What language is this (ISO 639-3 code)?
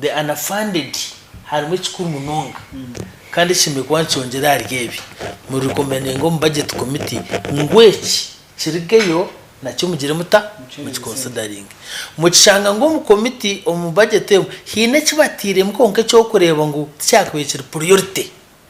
nyn